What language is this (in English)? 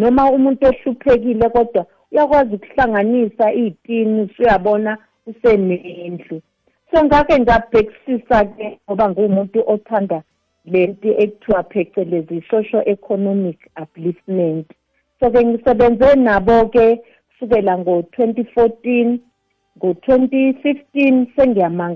South Ndebele